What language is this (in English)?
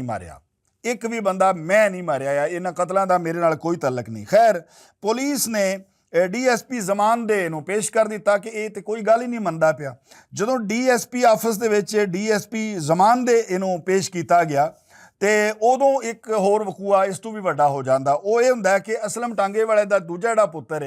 Western Panjabi